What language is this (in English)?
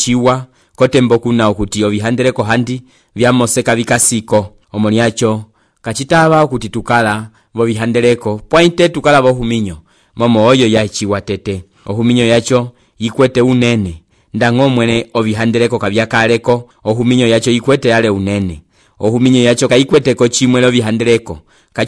Umbundu